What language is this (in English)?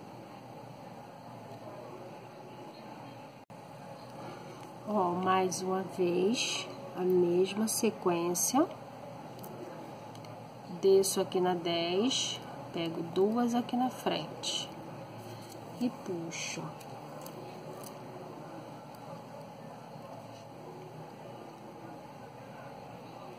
Portuguese